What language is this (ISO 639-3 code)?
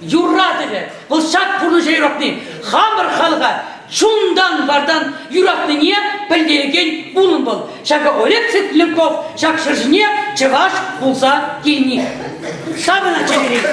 chv